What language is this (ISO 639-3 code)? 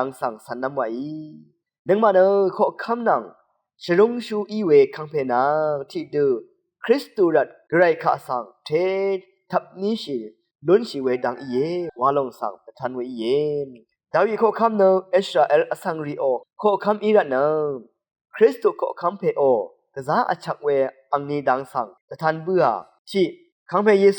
raw